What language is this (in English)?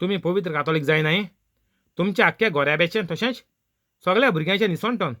Konkani